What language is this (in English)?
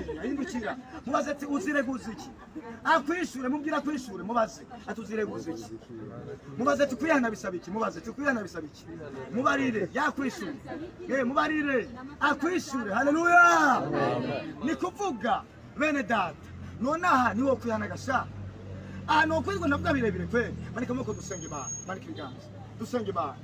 Rundi